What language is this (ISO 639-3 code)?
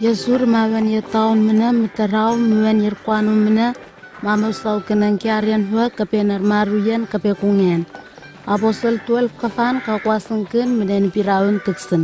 nwi